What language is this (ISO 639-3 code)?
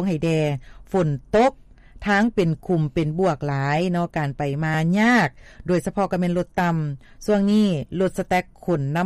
lao